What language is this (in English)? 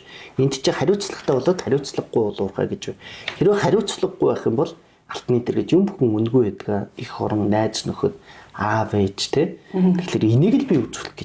Mongolian